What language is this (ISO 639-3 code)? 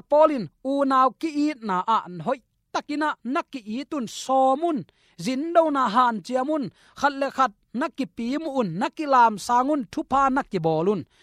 ctd